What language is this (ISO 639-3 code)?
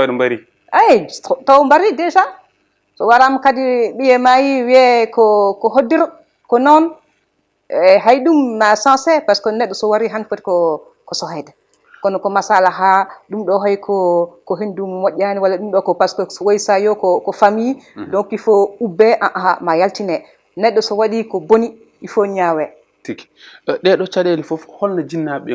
ful